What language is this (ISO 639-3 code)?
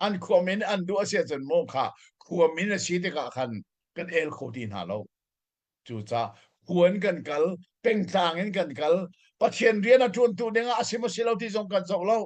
cnh